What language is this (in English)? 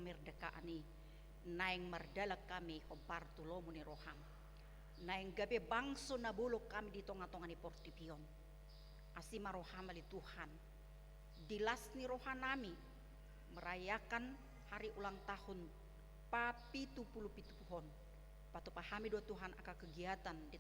Batak Toba